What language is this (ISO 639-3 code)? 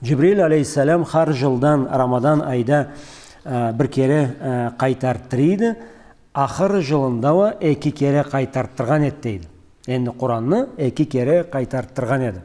krc